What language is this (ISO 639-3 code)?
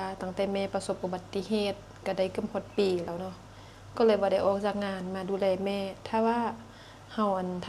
lao